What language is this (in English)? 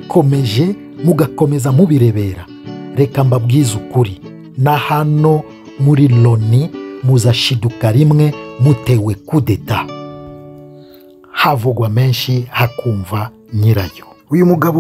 Kinyarwanda